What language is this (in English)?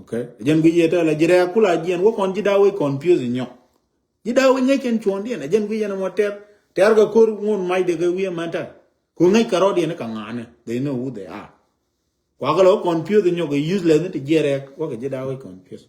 Nuer